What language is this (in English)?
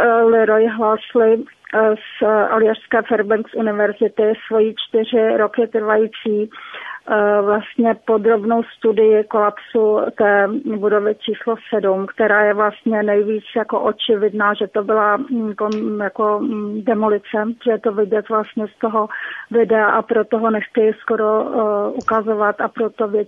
Czech